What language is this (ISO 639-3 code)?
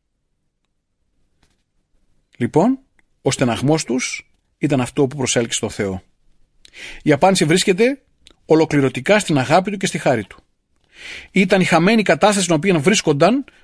ell